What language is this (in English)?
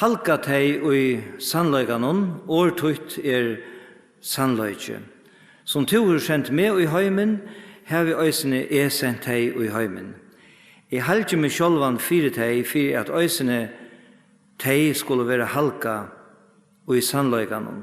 Faroese